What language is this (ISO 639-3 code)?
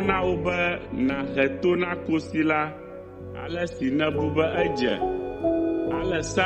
ewe